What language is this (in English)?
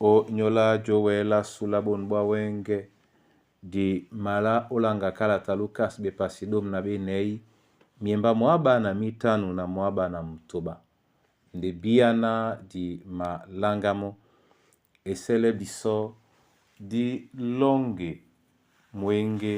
Duala